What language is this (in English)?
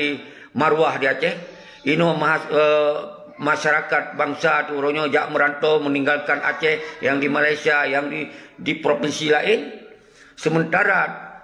Achinese